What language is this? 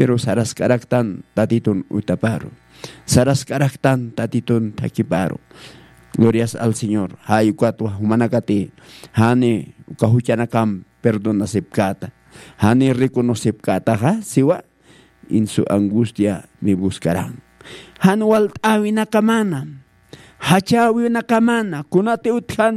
Aymara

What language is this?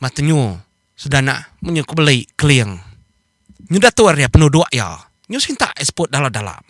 Iban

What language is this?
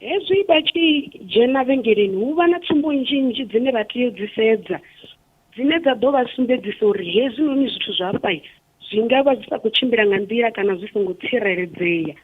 Venda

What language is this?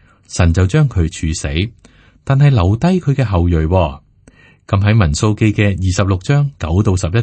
Cantonese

